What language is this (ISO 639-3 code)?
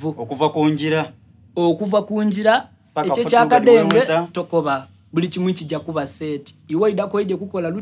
xog